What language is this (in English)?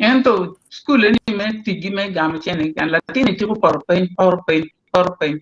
Acoli